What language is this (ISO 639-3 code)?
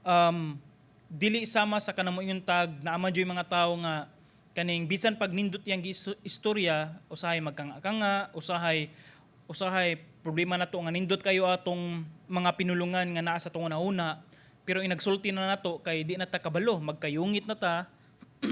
ceb